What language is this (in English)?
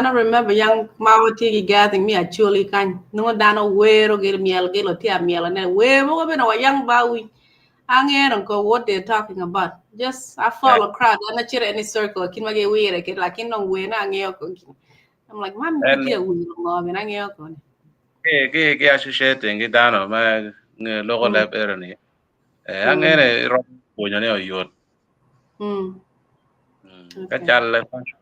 Acoli